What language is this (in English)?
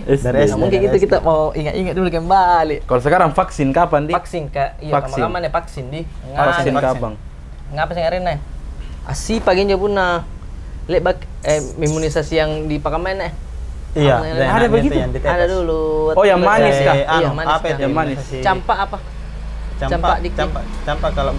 Makassar Malay